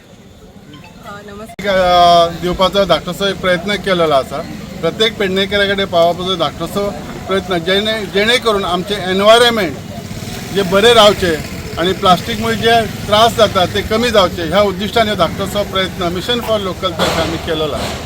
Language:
Konkani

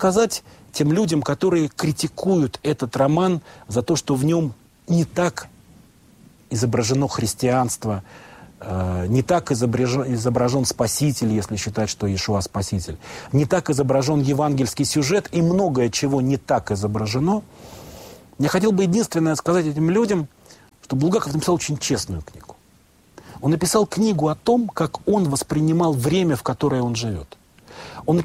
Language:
Russian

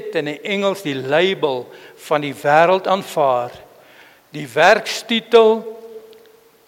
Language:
Afrikaans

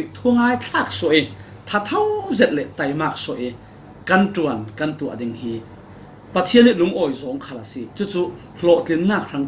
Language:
Falam Chin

